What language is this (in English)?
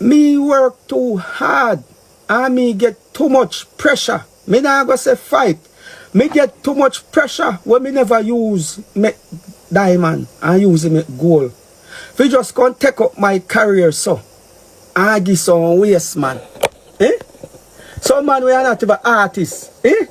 Jamaican Creole English